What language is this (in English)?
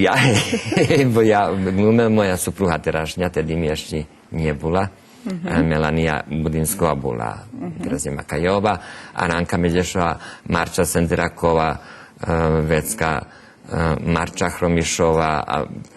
Rusyn